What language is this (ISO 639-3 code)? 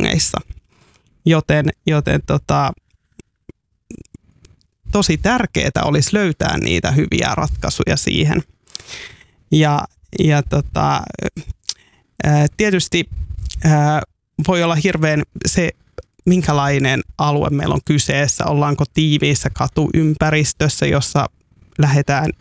fin